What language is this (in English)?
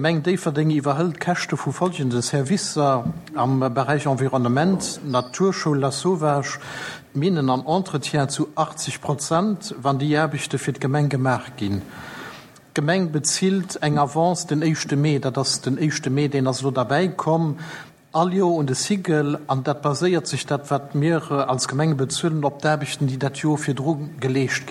Luxembourgish